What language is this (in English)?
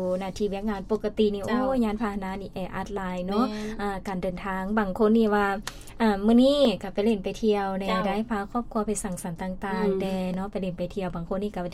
Lao